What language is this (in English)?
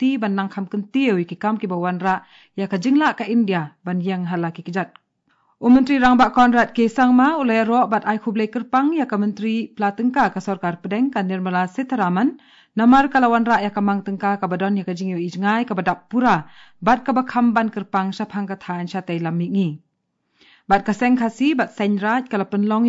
Khasi